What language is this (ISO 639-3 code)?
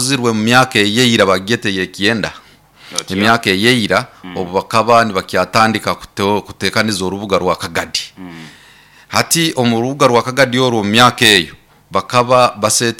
nyo